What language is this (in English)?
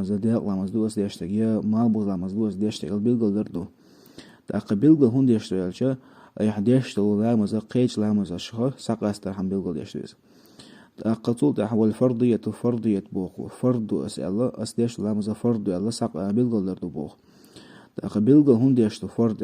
Chechen